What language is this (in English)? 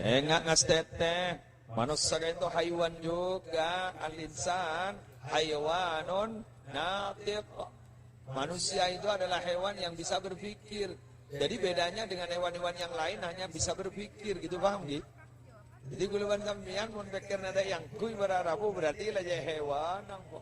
Madurese